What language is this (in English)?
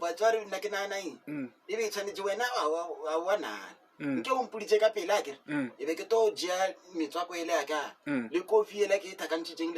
Northern Sotho